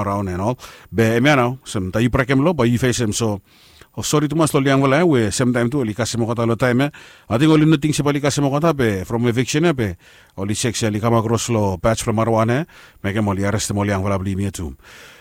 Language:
Bislama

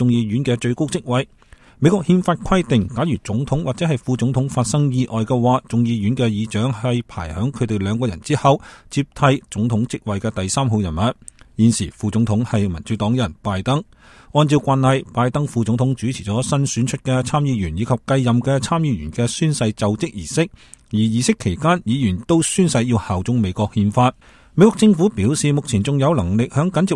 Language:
Cantonese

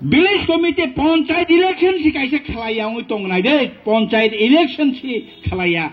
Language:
Kok Borok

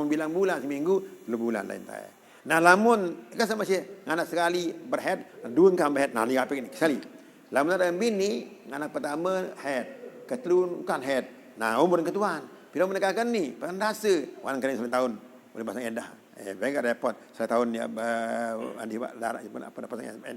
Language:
Sasak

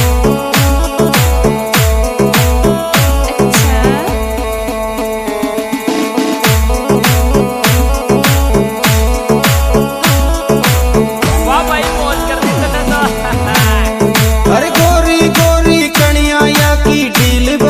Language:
Hindi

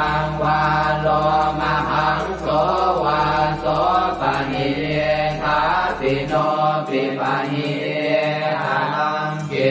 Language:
Pali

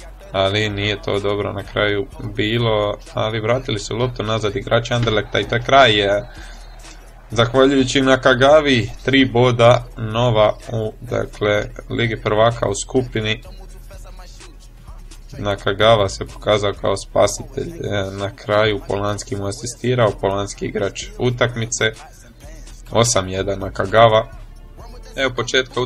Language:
Croatian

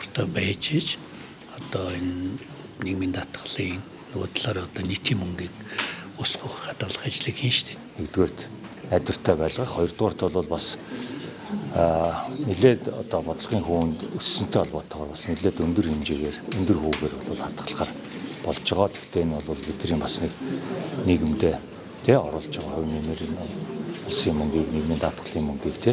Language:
Mongolian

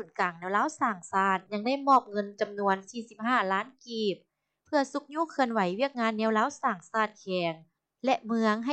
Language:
Lao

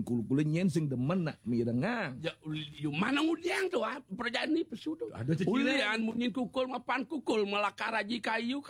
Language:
Balinese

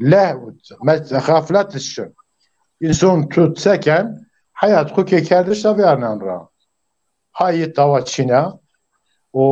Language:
Zaza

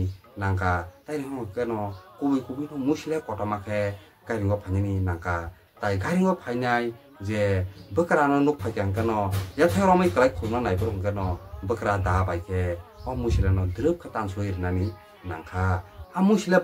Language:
Kok Borok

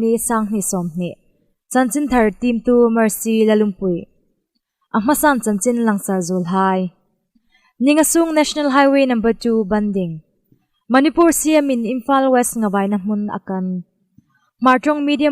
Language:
Hmar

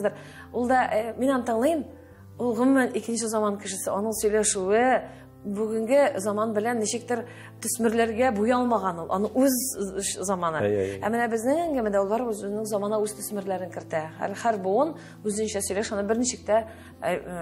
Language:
Tatar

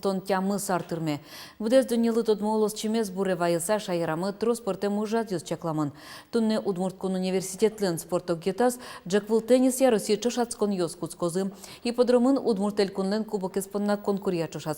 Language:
Udmurt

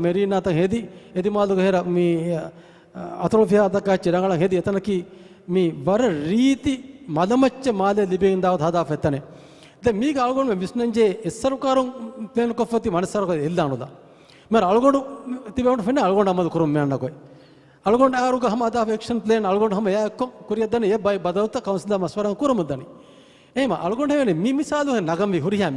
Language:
Divehi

